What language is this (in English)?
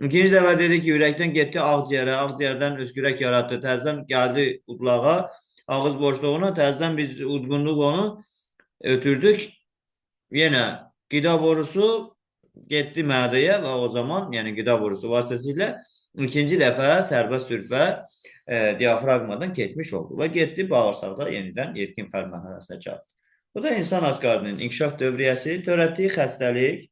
Azerbaijani